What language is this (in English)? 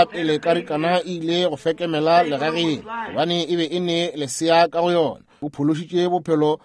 Northern Sotho